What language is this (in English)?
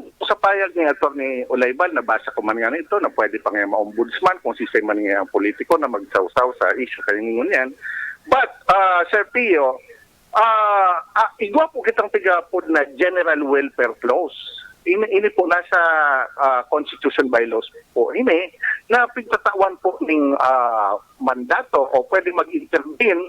Bikol